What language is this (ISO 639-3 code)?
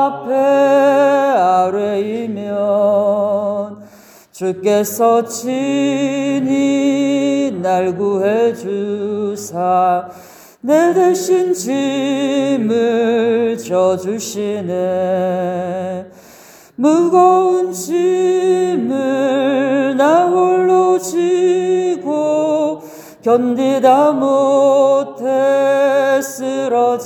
kor